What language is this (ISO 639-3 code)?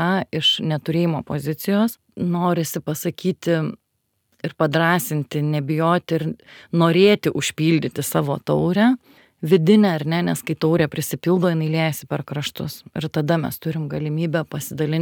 lit